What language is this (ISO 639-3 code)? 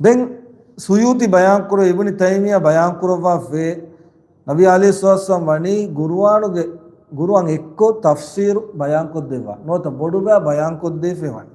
div